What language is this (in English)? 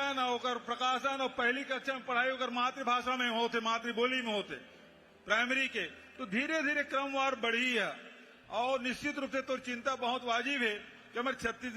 Chhattisgarhi